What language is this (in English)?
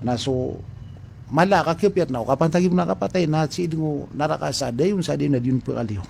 Maranao